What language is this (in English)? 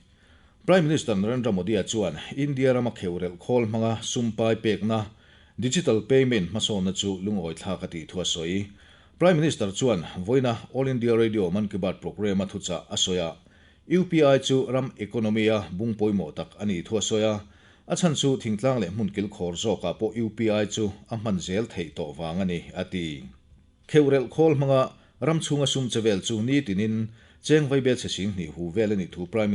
Mizo